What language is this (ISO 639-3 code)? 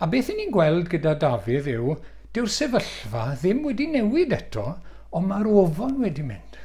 cym